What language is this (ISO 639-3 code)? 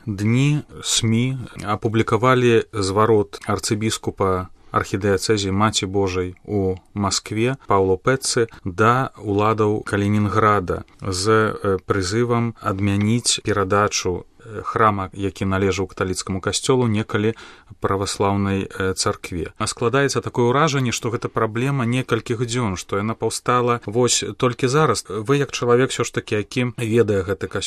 bel